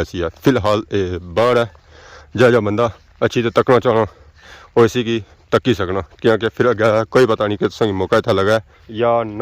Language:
Pahari-Potwari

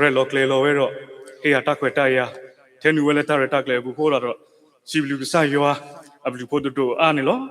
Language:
S'gaw Karen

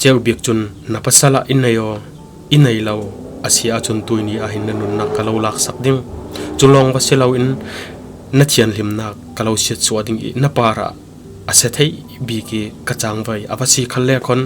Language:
Falam Chin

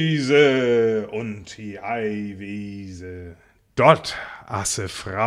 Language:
Northern Frisian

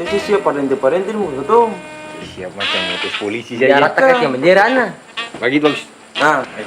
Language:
Ambonese Malay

